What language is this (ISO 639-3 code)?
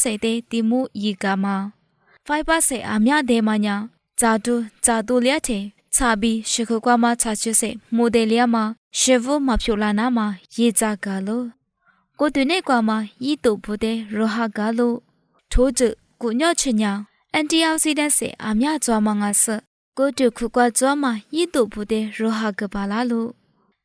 lis